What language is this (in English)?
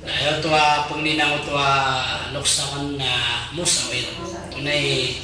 Maranao